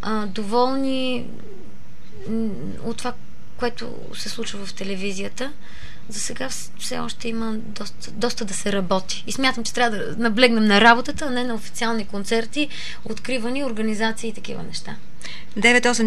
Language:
Bulgarian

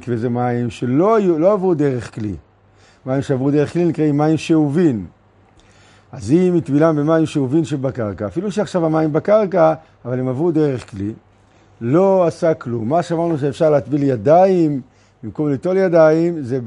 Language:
Hebrew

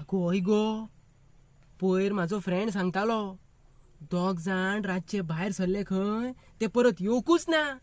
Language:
Konkani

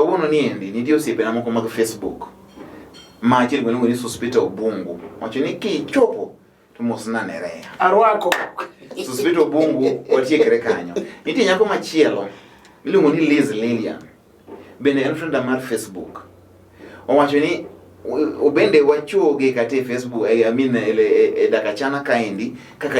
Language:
Luo (Kenya and Tanzania)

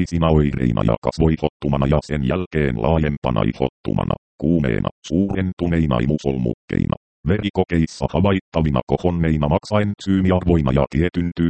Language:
Finnish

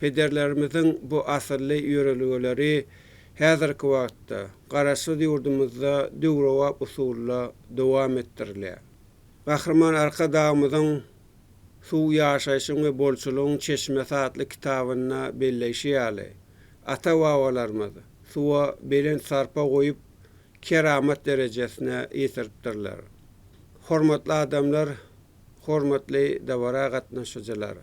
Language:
Turkmen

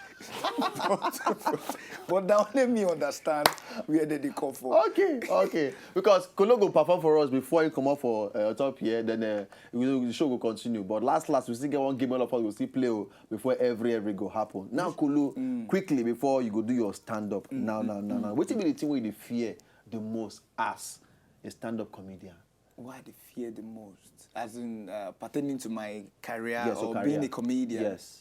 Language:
Nigerian Pidgin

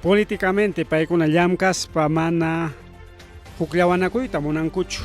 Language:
Ayacucho Quechua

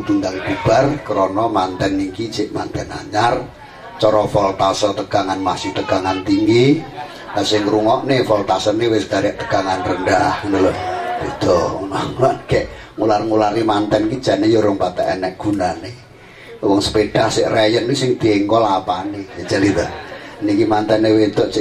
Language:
Javanese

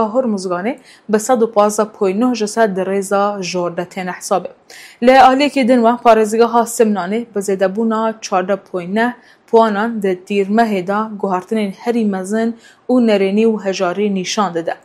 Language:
Kurdish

